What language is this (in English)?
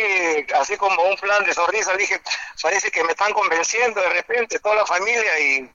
Spanish